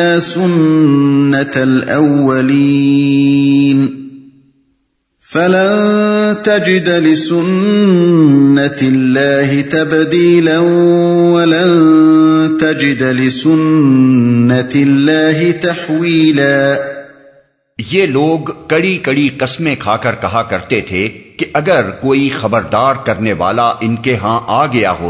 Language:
Urdu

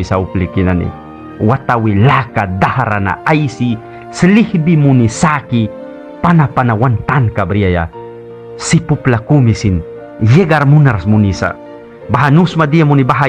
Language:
Mískito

